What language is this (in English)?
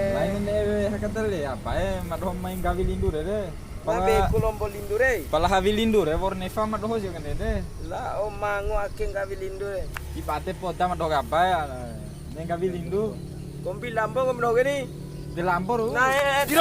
Bima